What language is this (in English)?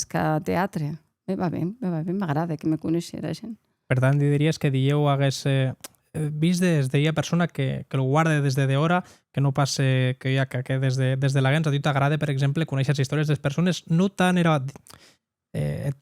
Occitan